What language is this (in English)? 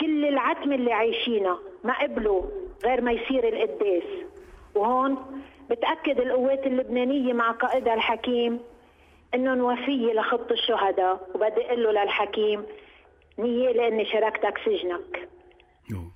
North Levantine Arabic